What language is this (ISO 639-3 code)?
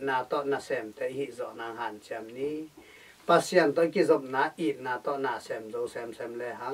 ctd